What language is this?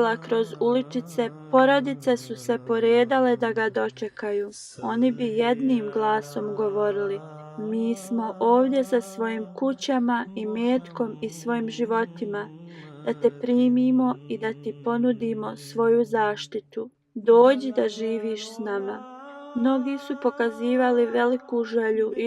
Bosnian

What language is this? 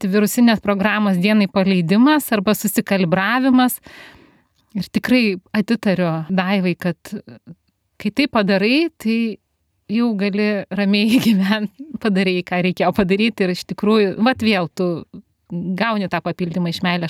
Lithuanian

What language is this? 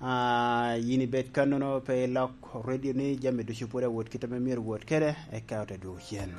Lango (Uganda)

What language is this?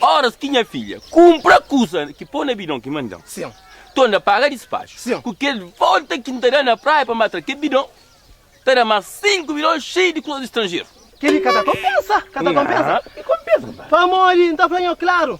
Kabuverdianu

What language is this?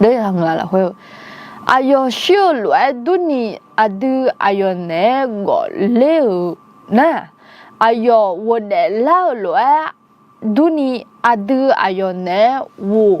Akha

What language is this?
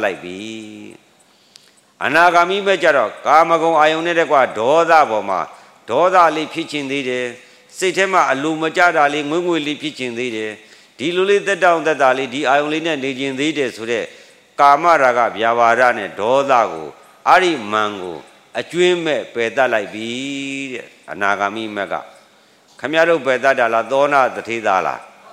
Burmese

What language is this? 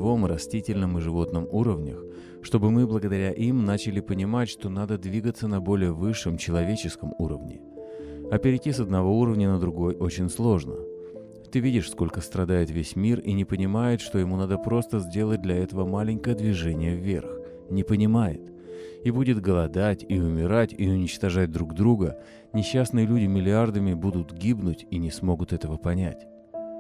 Russian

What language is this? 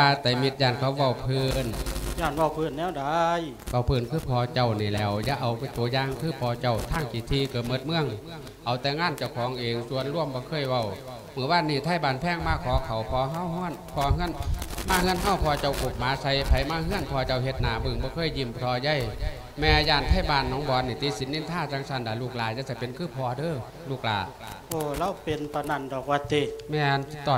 Lao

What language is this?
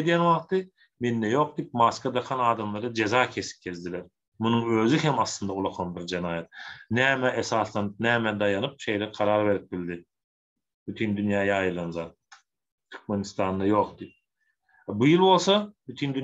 Turkmen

